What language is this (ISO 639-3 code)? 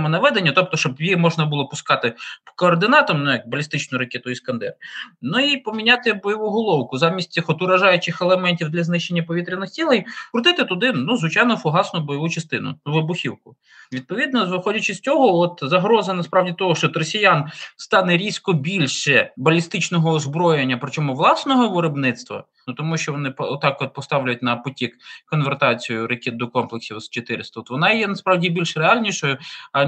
ukr